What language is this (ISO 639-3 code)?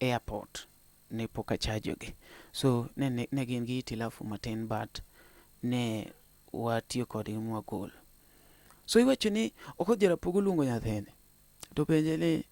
luo